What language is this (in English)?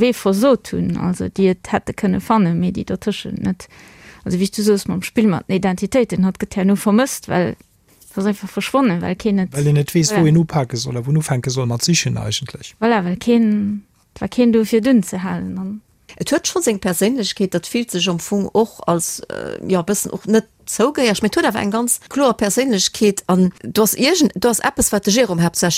Luxembourgish